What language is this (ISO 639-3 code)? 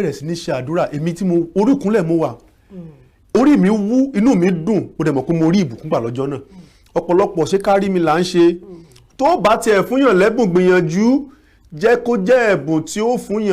yor